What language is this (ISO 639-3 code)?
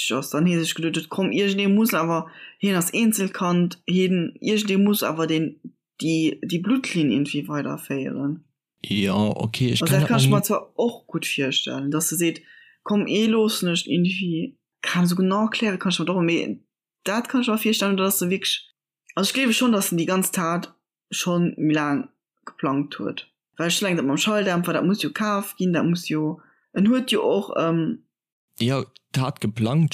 ltz